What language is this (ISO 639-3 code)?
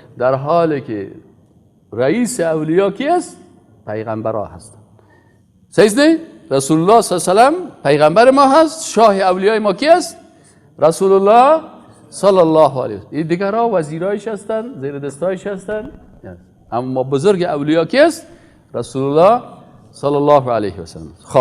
fas